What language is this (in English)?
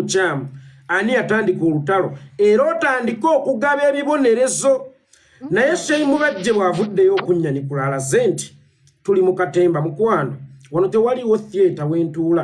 Ganda